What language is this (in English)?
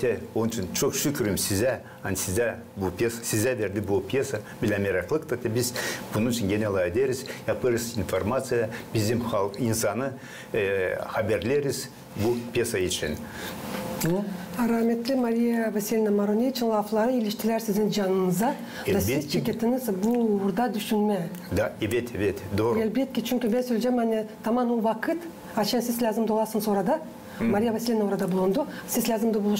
Gagauz